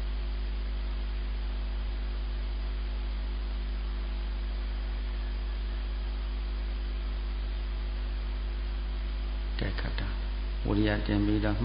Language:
Burmese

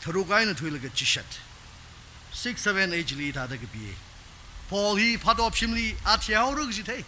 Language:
Tangkhul Naga (India)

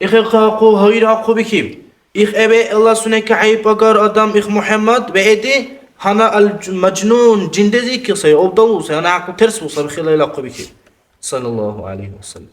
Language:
Dargwa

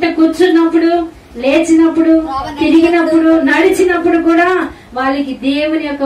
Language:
Telugu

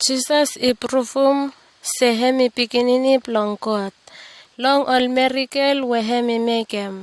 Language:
Bislama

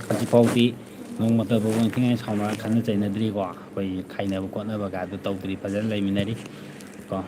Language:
Manipuri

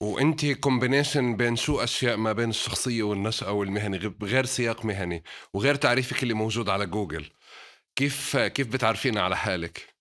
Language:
North Levantine Arabic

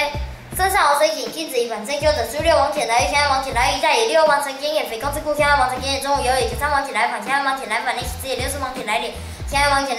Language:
Literary Chinese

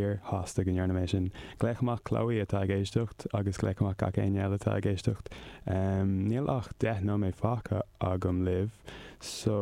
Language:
Irish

